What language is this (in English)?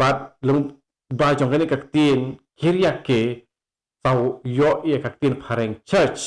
Khasi